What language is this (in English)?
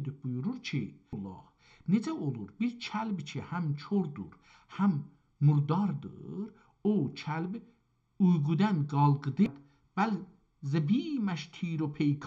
South Azerbaijani